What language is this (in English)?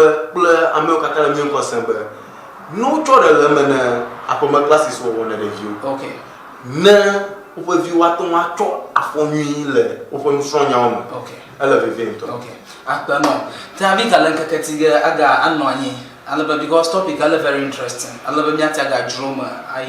Ewe